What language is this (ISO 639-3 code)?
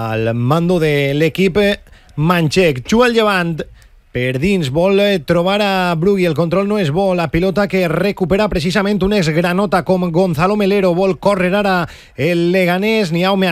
cat